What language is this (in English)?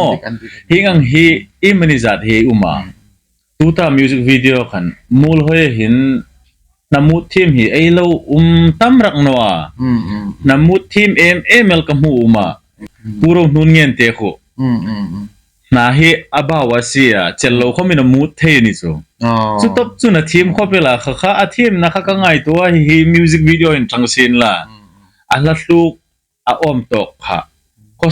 Hmar